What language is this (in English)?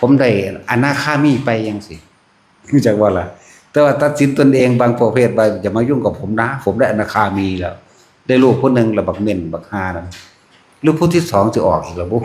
Northeastern Thai